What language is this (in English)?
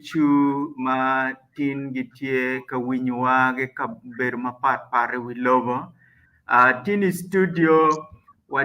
Acoli